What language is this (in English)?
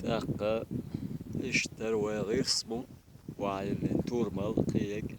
Chechen